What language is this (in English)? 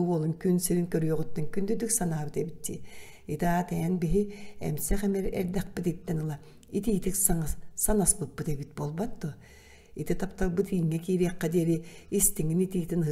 Yakut